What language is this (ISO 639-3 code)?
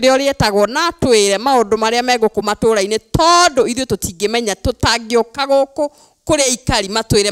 kik